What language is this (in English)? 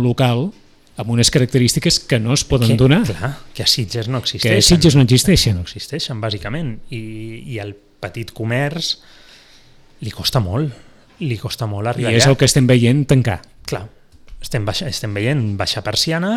Catalan